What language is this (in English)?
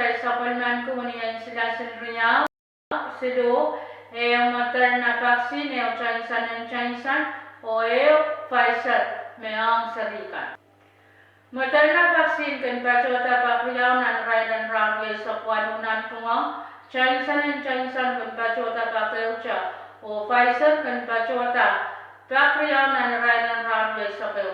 Pohnpeian